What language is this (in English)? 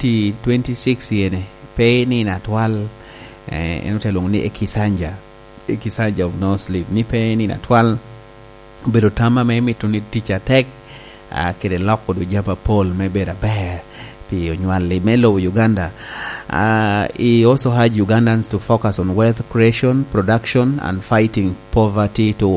Lango (Uganda)